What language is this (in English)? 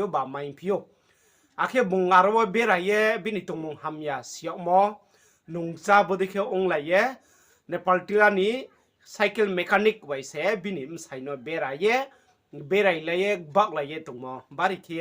Riang (India)